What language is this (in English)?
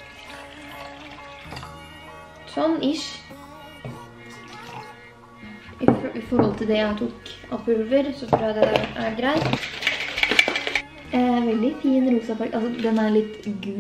Norwegian